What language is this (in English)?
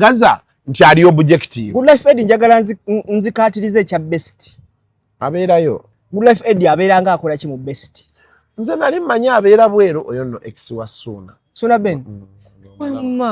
Ganda